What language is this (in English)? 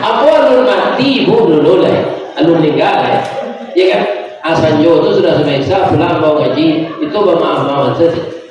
Minangkabau